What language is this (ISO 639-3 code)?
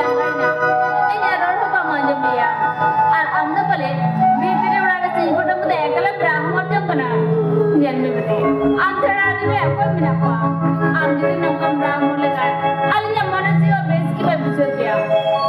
sat